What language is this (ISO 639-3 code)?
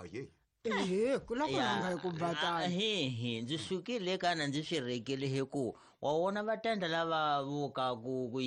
tso